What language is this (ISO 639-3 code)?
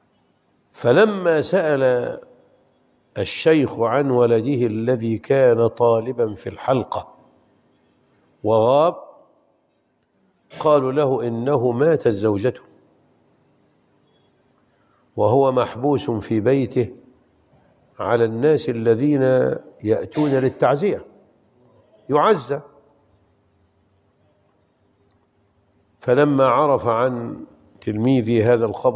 ara